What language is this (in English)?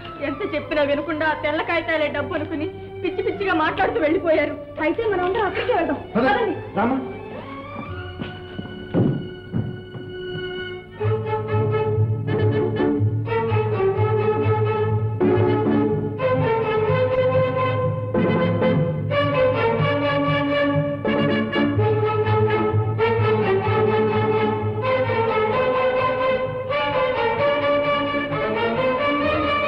Telugu